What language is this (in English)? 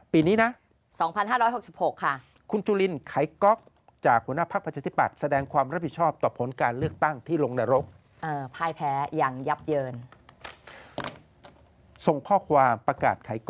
Thai